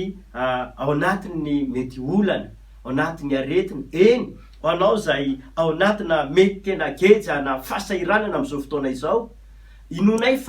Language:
Malagasy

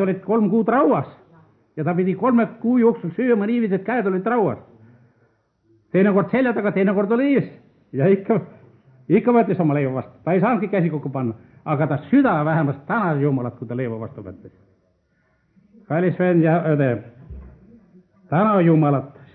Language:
Estonian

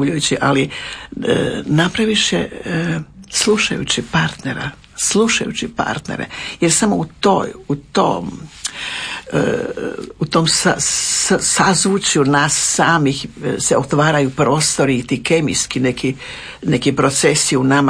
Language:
Croatian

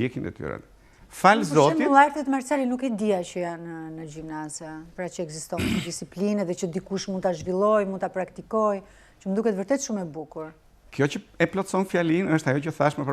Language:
Albanian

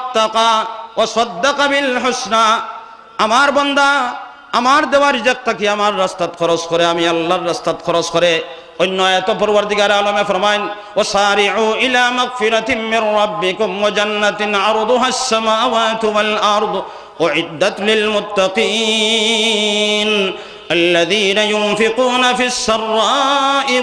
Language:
Sylheti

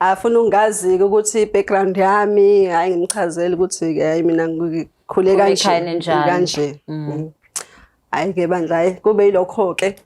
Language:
Zulu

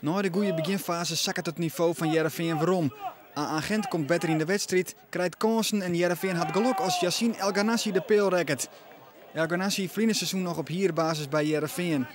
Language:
Western Frisian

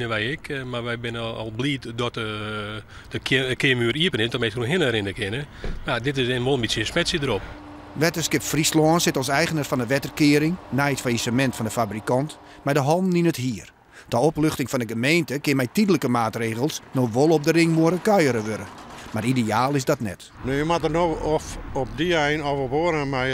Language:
Western Frisian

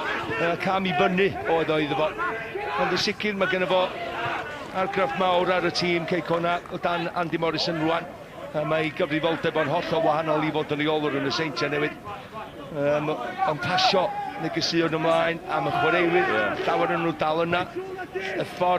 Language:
Welsh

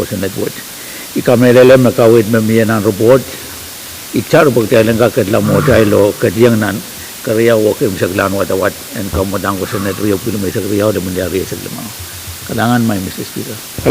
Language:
Pohnpeian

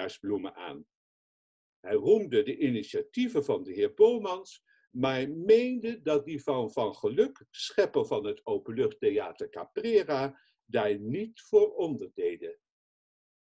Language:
Dutch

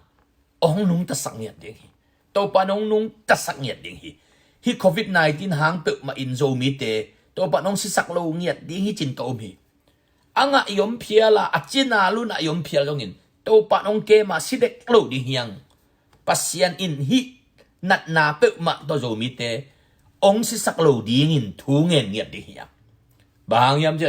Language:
Tedim Chin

